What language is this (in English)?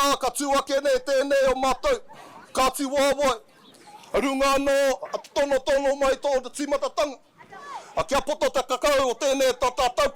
Māori